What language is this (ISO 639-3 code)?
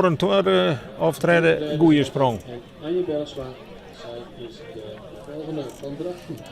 fry